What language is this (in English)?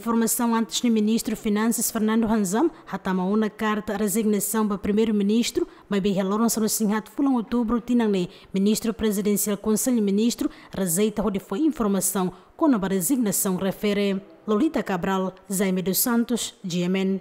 Tetum